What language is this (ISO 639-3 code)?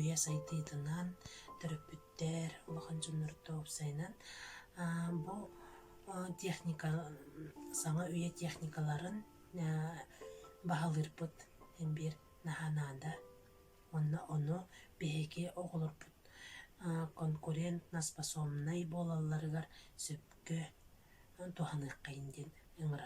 sah